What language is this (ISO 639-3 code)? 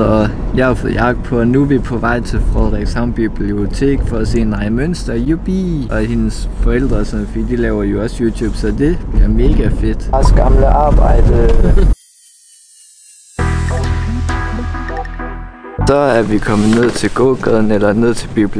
dan